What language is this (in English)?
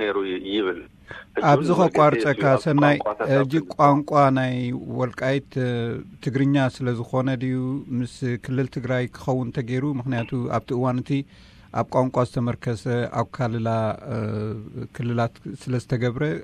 Tigrinya